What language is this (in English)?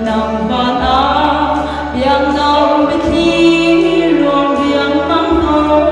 Hakha Chin